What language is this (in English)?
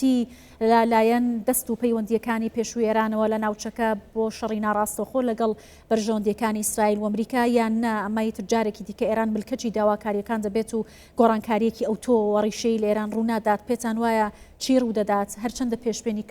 Central Kurdish